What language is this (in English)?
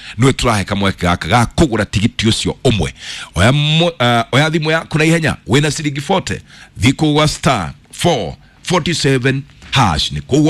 Kikuyu